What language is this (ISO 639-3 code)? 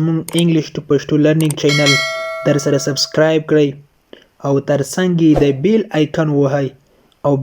pus